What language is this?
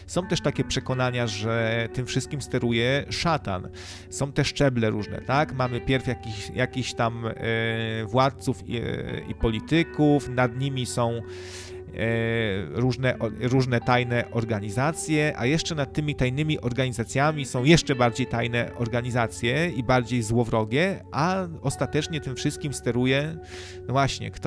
Polish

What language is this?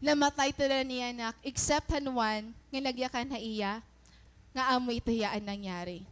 Waray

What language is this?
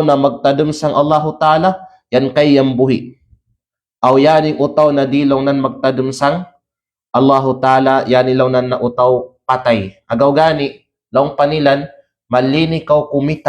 Kalagan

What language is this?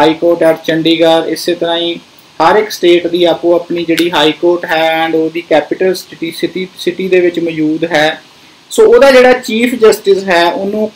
Punjabi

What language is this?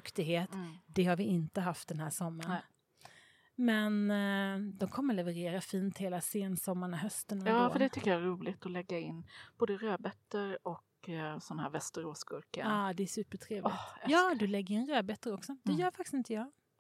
Swedish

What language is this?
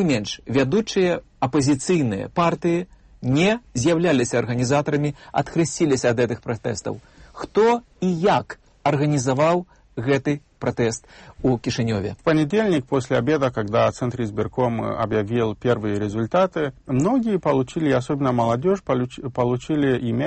Belarusian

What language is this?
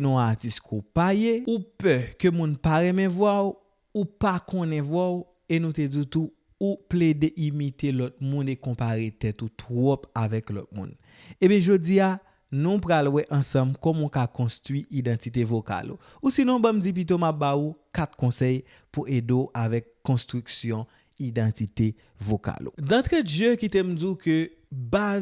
Haitian Creole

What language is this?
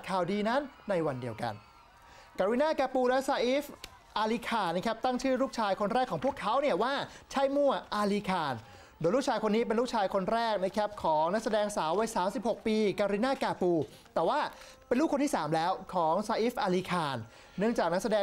Thai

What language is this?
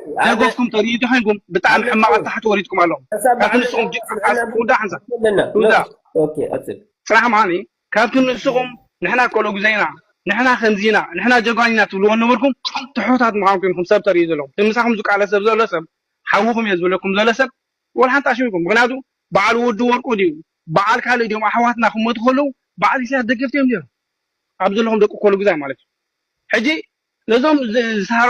Tigrinya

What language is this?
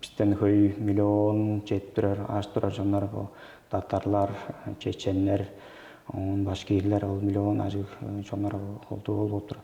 Tuvinian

